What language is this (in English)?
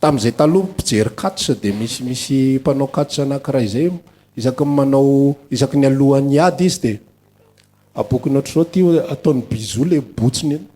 Malagasy